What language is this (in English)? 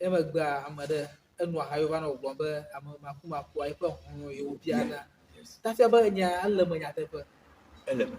Ewe